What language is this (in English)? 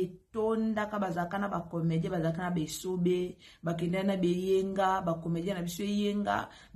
Lingala